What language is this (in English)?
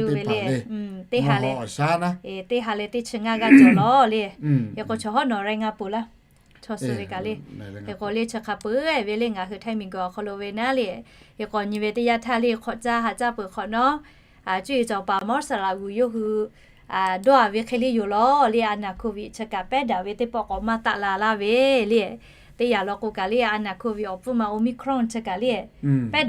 Lahu